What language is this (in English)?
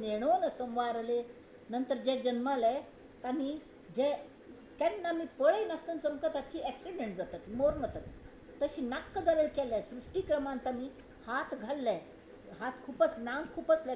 Konkani